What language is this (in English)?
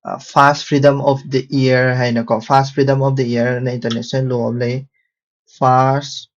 Manipuri